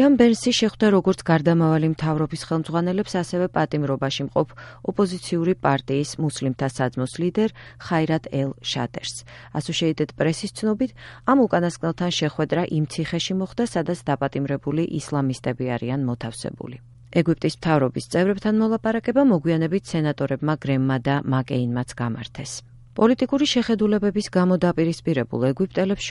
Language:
Georgian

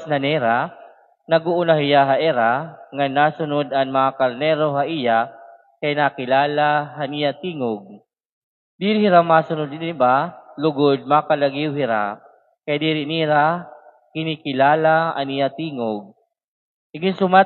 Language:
Waray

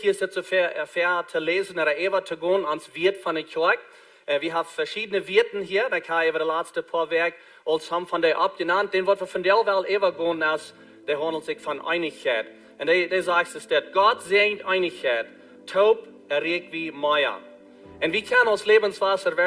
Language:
Plautdietsch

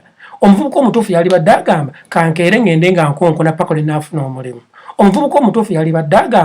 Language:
Ganda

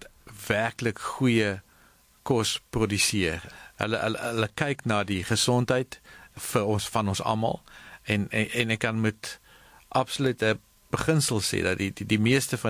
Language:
Afrikaans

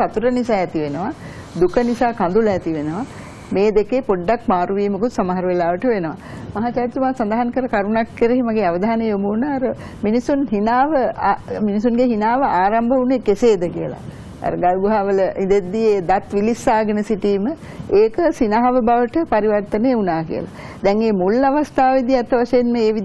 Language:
Sinhala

